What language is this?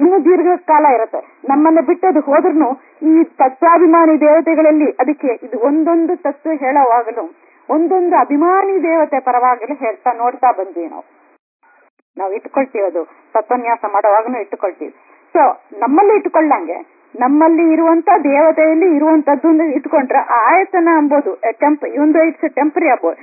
Kannada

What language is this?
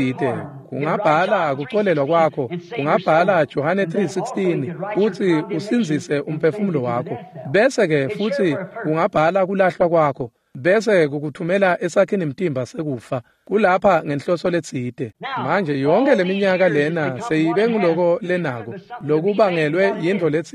Swati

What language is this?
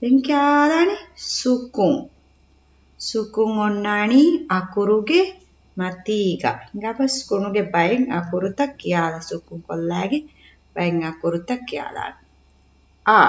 Divehi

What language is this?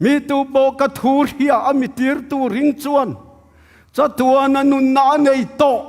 Tedim Chin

